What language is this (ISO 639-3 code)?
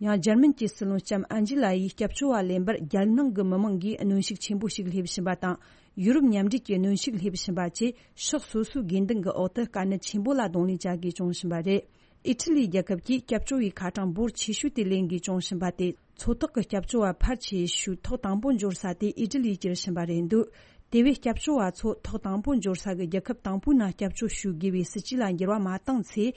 bod